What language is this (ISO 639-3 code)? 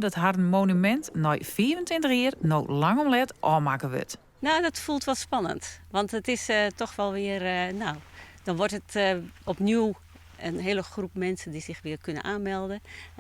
fry